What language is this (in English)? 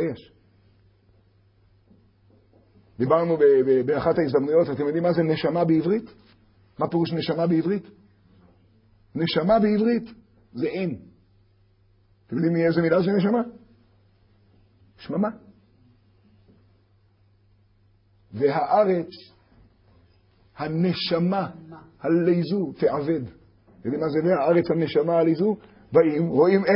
Hebrew